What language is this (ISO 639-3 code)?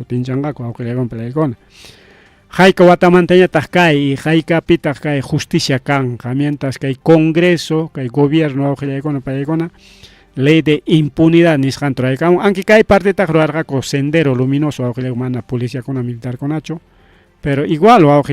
quy